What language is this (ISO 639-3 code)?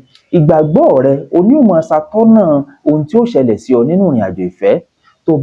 yor